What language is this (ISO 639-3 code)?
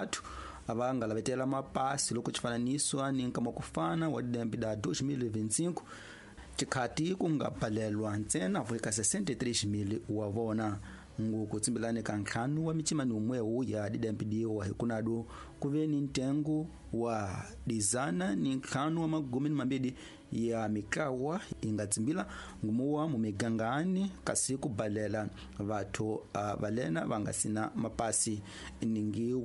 tso